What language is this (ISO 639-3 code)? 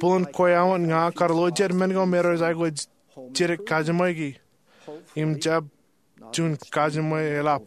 mah